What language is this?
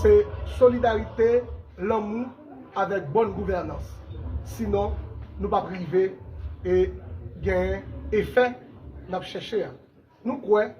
Haitian Creole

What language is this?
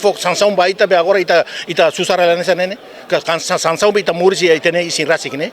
Tetum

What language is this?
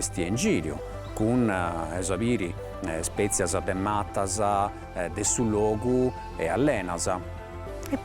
Sardinian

